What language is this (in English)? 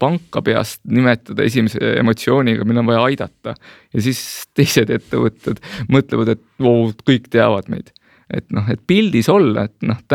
Estonian